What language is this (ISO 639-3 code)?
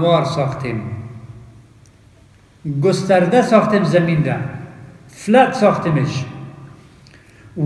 fas